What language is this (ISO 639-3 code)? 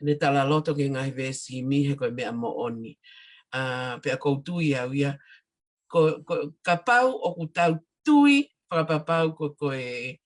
ton